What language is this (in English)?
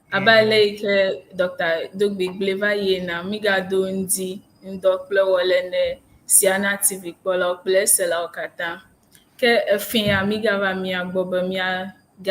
Ewe